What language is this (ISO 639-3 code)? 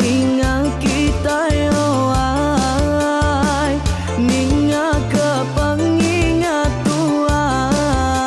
iba